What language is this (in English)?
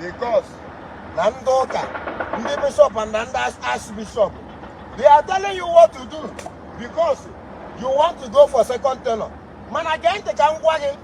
Igbo